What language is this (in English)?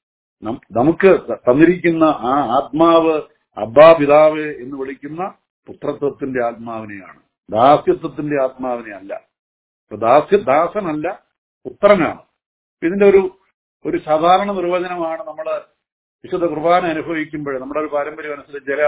Malayalam